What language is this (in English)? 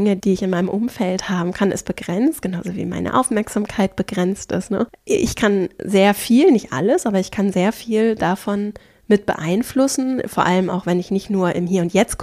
German